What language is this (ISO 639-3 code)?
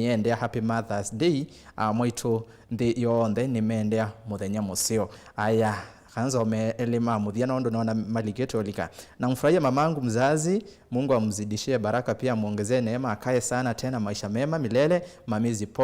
kam